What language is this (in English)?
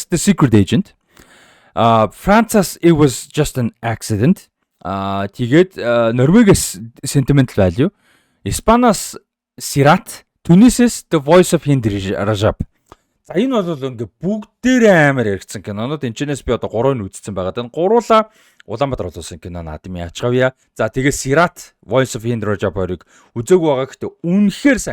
Mongolian